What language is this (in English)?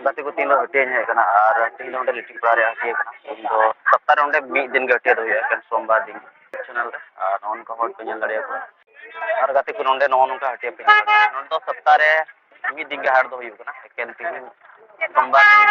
Santali